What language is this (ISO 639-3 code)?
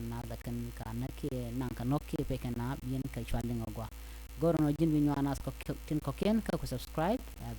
nus